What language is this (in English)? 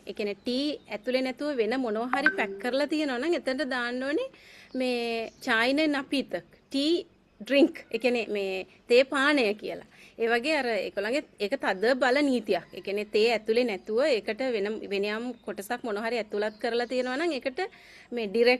Sinhala